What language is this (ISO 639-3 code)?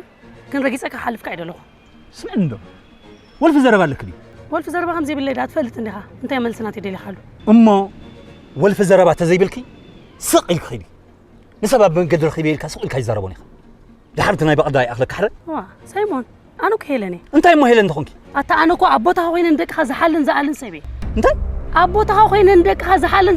tir